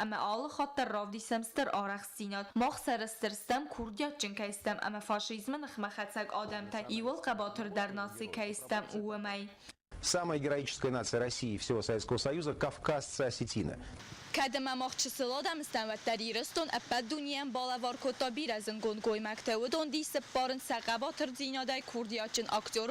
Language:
Ossetic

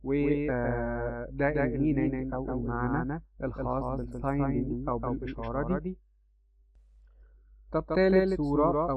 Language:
Egyptian Arabic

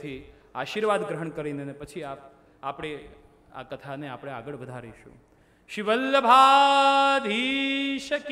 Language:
Gujarati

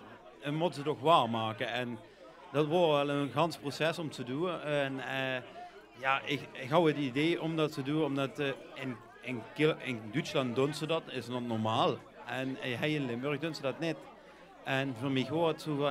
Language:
Limburgish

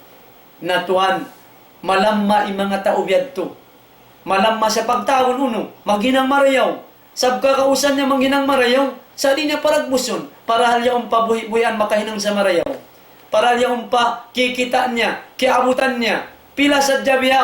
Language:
Tausug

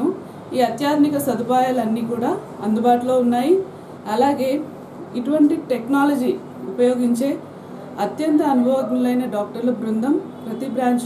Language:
Telugu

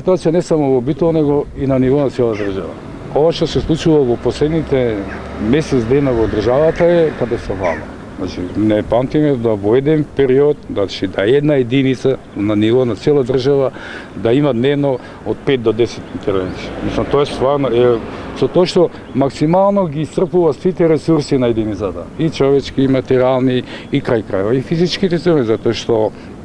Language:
Macedonian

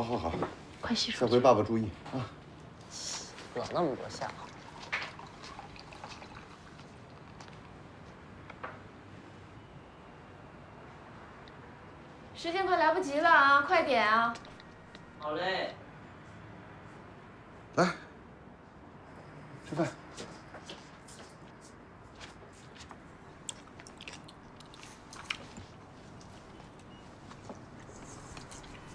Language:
Chinese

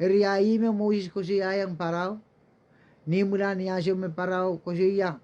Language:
Pohnpeian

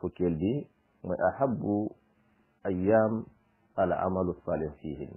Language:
Wolof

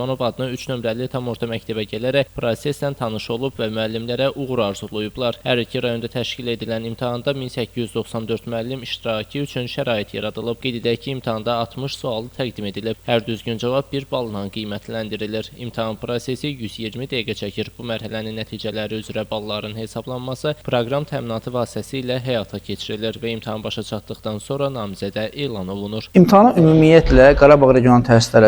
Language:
Azerbaijani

